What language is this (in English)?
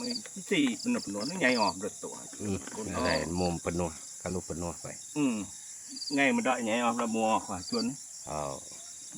Iban